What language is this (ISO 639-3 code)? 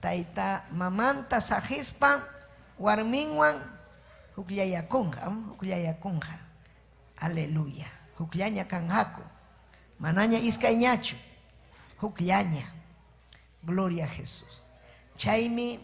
quy